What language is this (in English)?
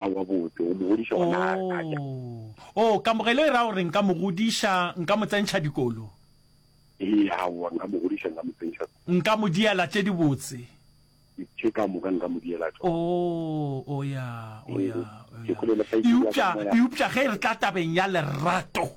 Northern Sotho